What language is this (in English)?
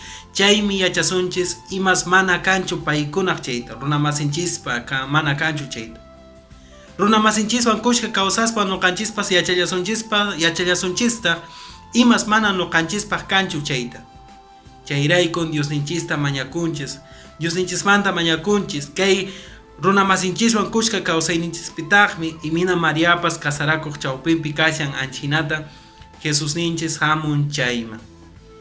Quechua